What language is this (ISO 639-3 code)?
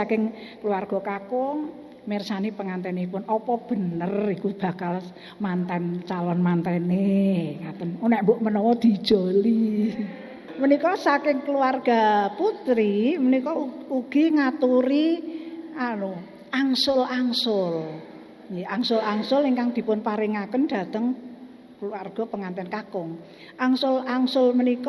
jav